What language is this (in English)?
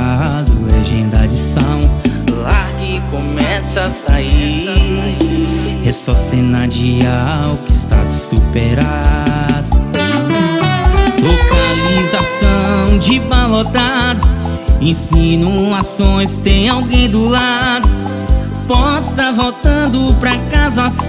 Portuguese